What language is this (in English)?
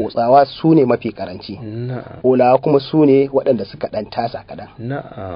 Hausa